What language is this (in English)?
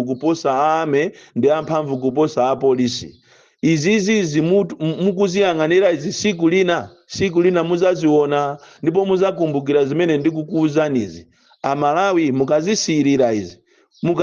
Nyanja